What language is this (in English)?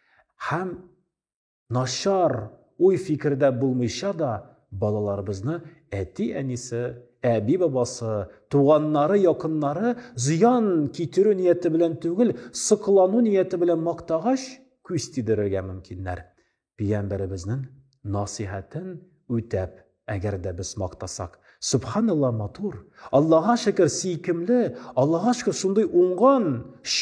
Tatar